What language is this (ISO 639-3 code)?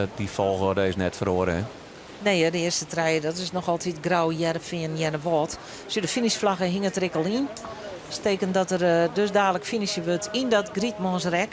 fry